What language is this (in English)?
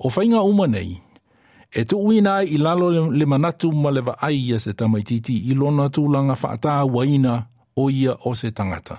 Samoan